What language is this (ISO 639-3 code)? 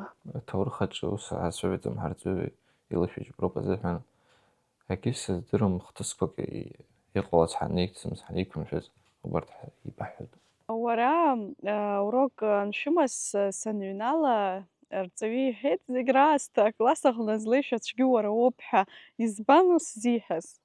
abk